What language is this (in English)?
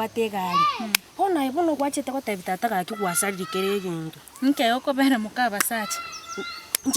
Gusii